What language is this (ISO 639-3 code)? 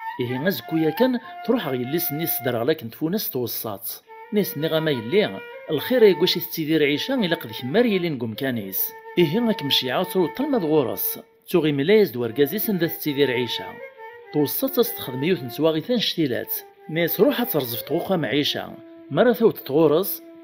kab